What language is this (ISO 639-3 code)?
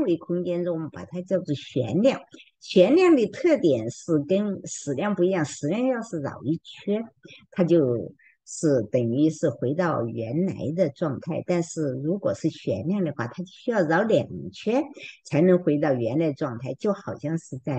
zho